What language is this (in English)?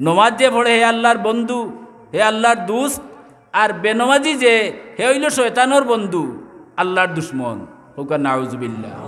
Sylheti